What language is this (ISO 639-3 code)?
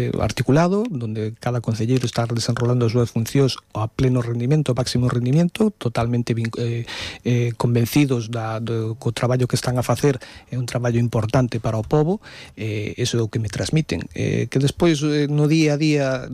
glg